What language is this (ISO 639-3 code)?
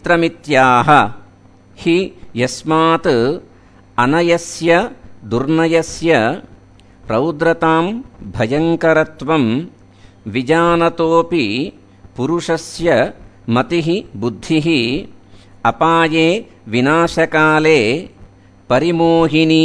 san